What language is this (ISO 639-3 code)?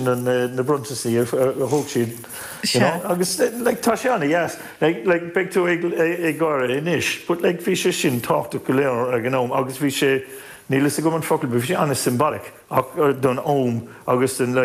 gle